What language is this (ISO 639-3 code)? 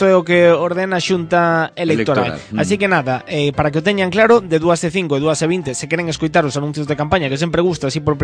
glg